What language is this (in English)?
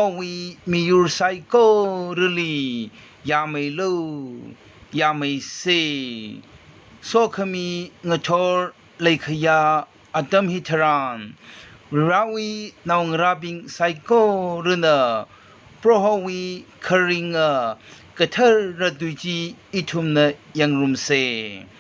Tangkhul Naga (India)